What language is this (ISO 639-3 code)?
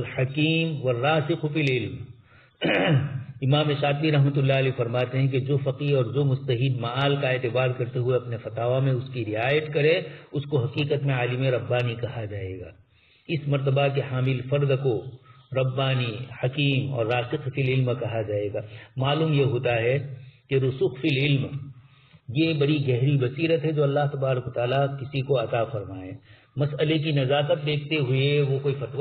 urd